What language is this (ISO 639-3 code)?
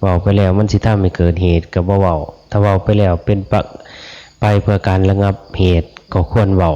tts